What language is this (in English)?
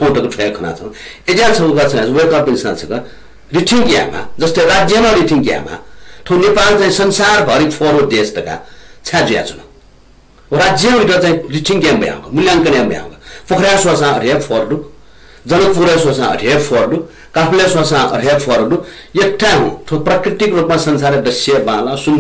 Newari